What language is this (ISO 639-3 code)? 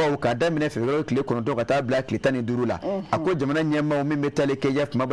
bam